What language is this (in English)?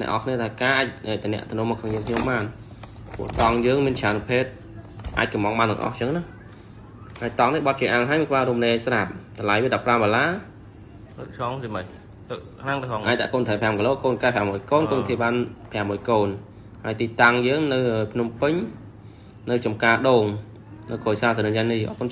Khmer